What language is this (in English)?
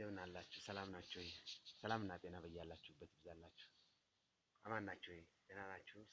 Amharic